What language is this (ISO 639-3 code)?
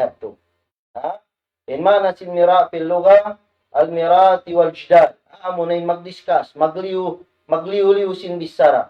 tsg